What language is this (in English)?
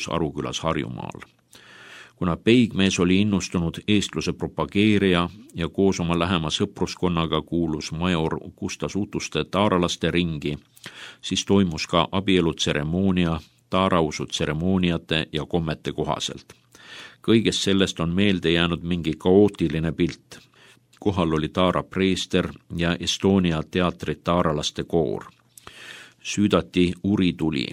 Estonian